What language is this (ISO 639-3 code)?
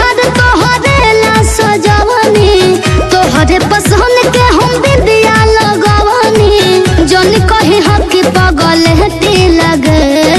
bho